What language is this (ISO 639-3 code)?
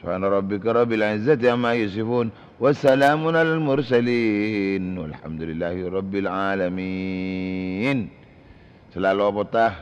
mad